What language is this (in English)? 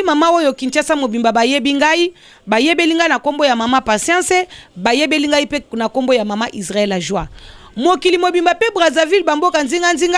Lingala